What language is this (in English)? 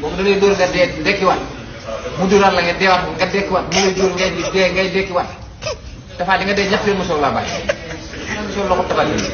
Wolof